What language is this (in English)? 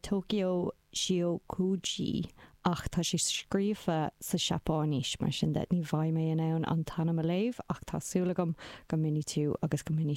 Irish